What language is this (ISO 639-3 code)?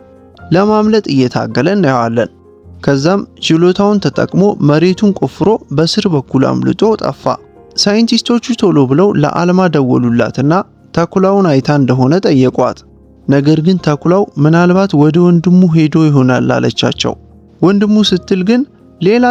amh